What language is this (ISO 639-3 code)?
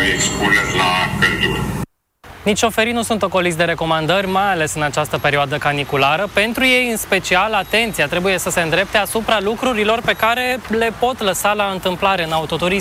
ron